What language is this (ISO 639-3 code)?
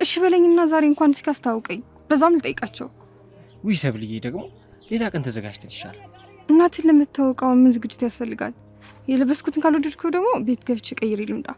amh